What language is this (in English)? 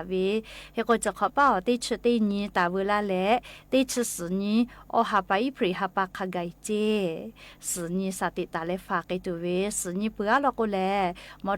Lahu